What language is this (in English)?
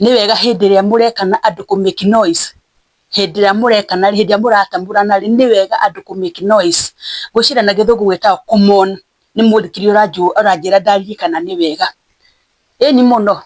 Kikuyu